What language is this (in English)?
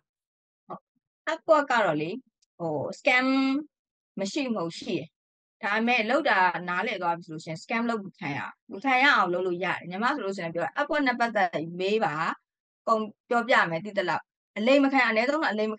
Burmese